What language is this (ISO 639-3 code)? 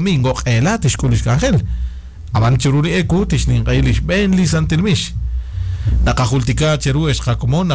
kek